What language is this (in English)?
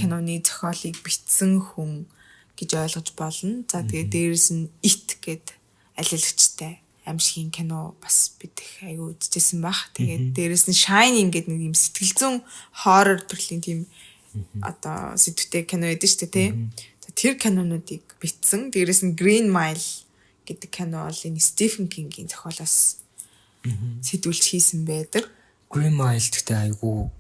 Mongolian